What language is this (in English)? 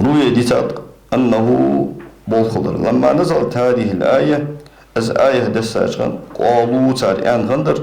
Ingush